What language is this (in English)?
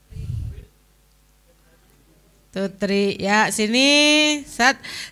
Indonesian